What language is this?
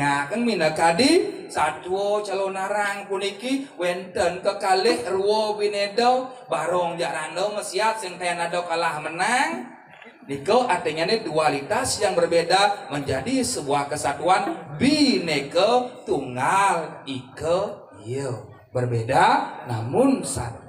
Balinese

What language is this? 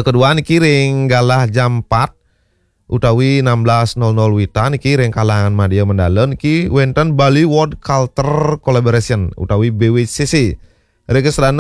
Balinese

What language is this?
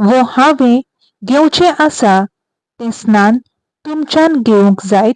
Konkani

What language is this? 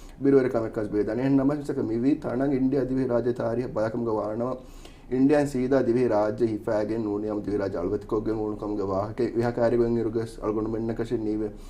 Divehi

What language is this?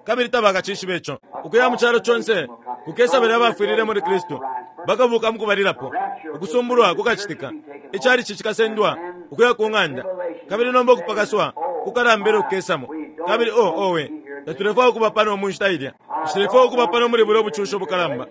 Bemba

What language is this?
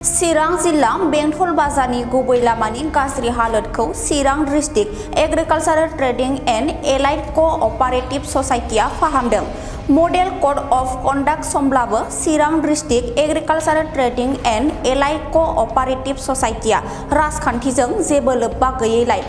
Bodo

